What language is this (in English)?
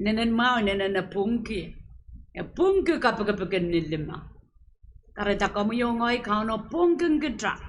Pohnpeian